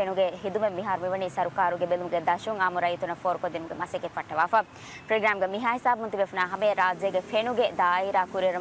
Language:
Divehi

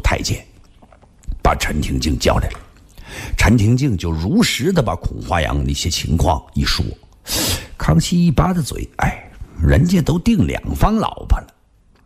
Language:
Chinese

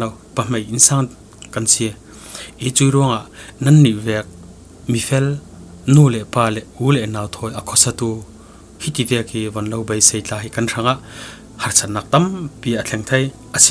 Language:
Falam Chin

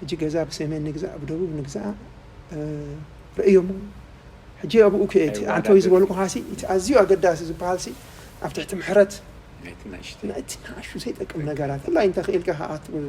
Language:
Tigrinya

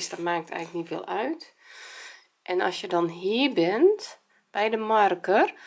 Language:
Dutch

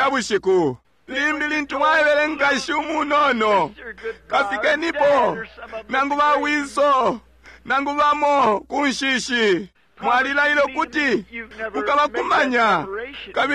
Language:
Bemba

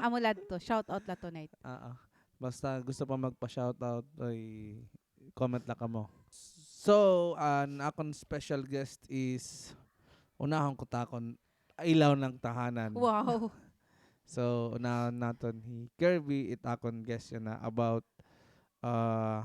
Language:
Waray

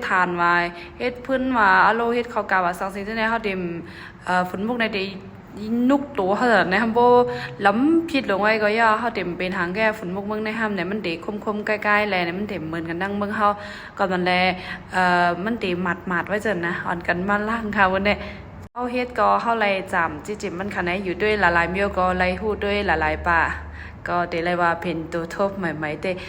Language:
Shan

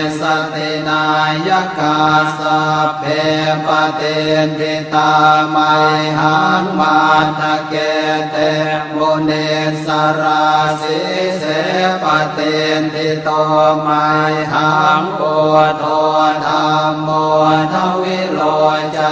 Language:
Pali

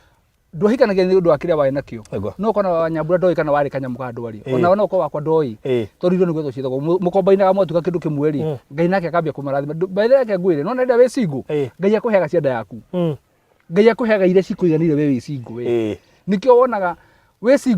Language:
Kikuyu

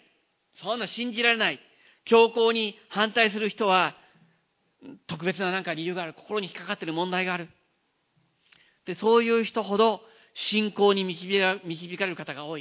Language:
Japanese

